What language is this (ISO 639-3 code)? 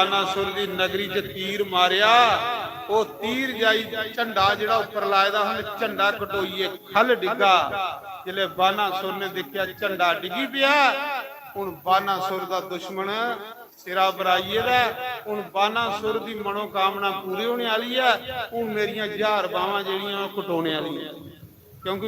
doi